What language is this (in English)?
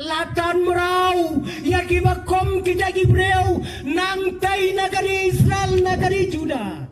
Khasi